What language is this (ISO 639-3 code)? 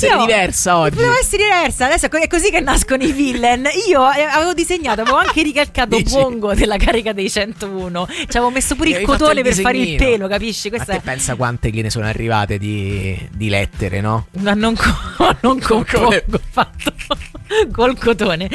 ita